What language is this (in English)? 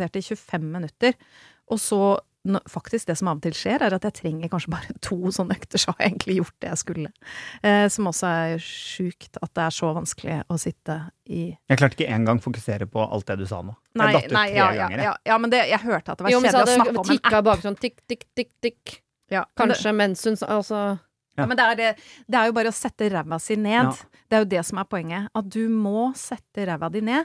Norwegian